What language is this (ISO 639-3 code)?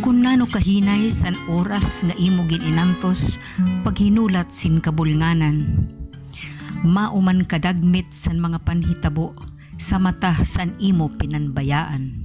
war